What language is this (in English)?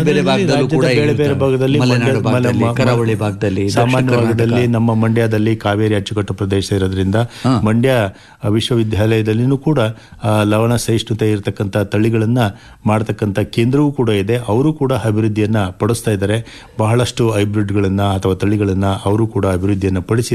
Kannada